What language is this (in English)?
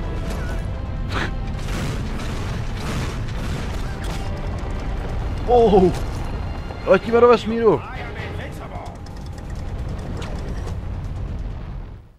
Czech